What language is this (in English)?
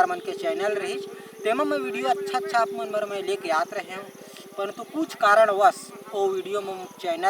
Chhattisgarhi